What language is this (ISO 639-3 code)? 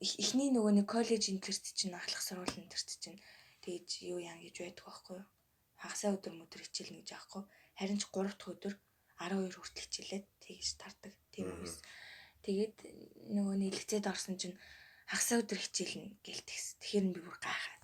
mon